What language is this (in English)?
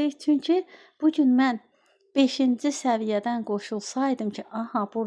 Azerbaijani